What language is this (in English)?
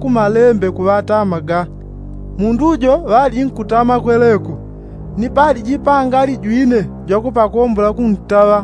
Yao